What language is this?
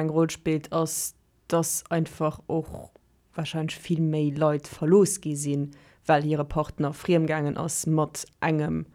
Luxembourgish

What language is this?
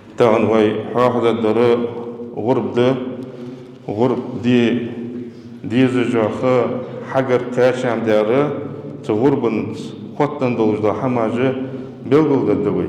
Ingush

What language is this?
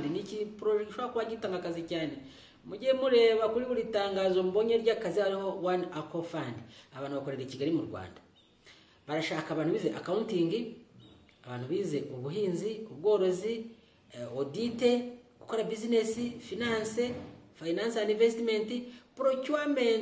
Kinyarwanda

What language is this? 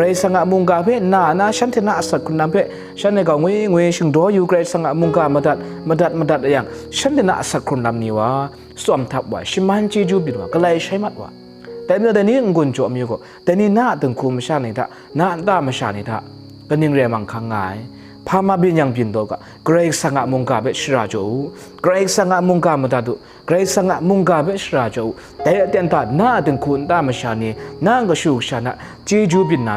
Kachin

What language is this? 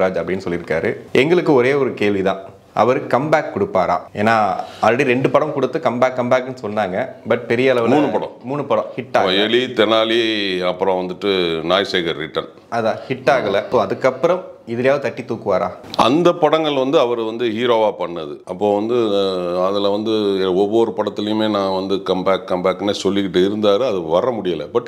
Tamil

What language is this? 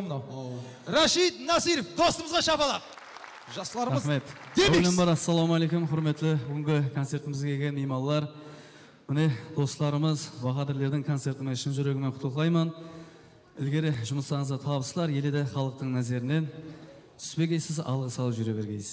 Kara-Kalpak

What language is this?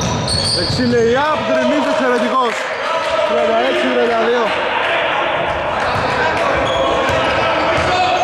Greek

